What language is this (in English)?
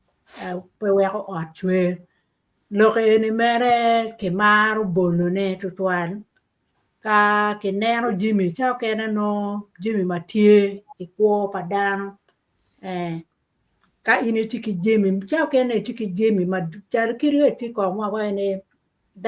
Acoli